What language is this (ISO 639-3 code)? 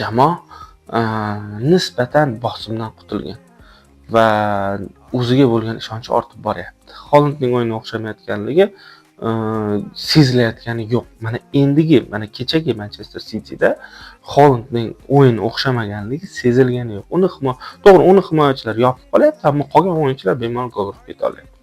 uzb